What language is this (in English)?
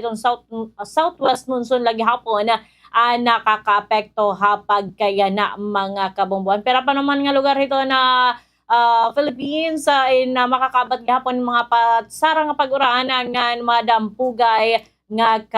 Waray